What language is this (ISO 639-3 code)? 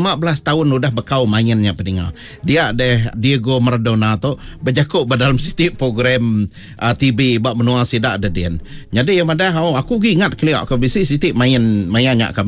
iba